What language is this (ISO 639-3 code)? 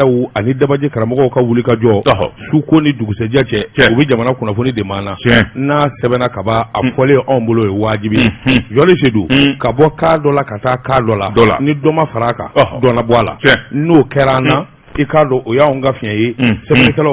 bam